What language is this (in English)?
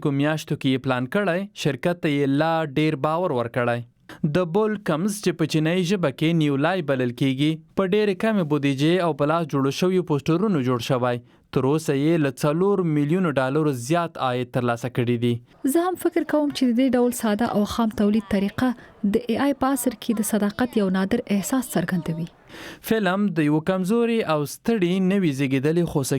Pashto